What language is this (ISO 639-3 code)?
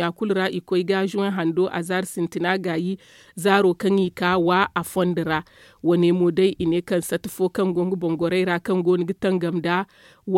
dje